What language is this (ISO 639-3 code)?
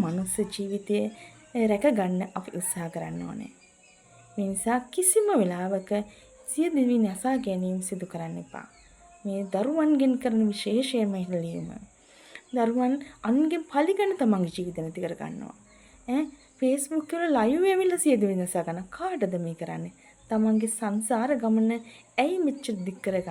sin